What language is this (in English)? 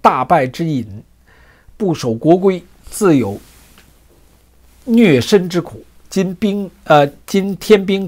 Chinese